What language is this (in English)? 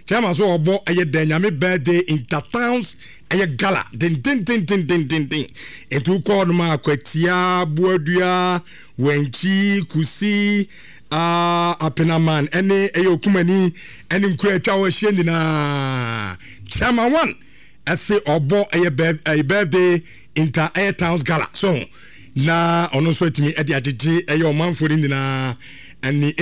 Akan